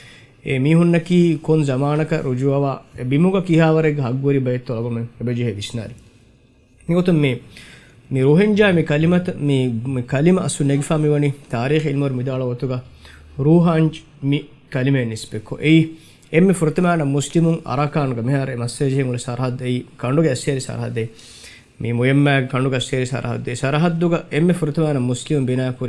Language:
Divehi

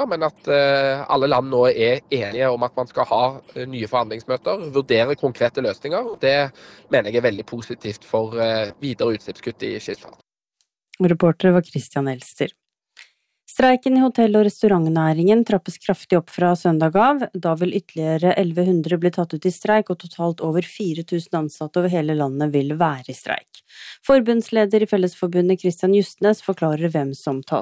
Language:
Norwegian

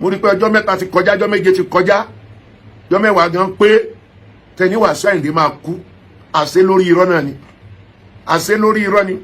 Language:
Yoruba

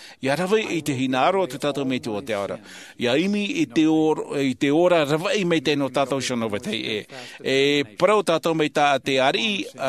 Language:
Tahitian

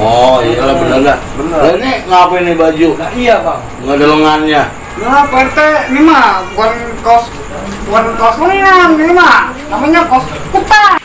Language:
Betawi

